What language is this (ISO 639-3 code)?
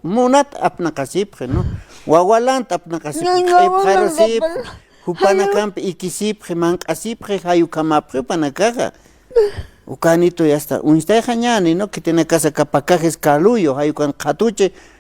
aym